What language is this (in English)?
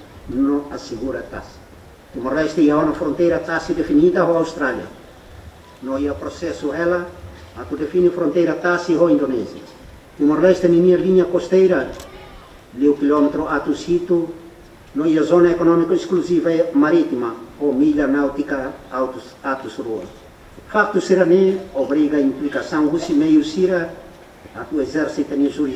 Tetum